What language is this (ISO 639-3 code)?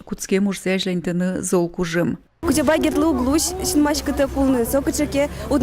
udm